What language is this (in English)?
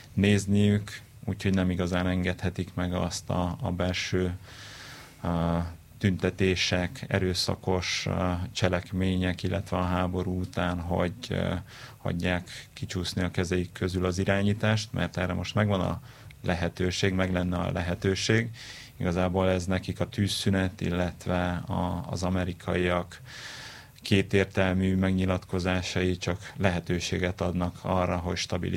Hungarian